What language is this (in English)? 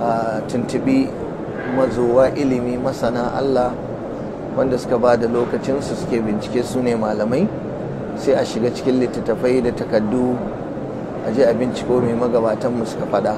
Hausa